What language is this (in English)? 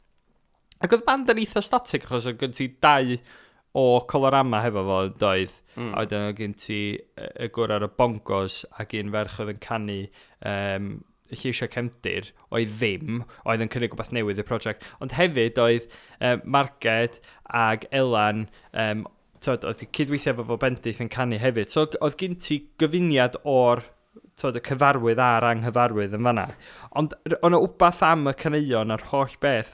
Welsh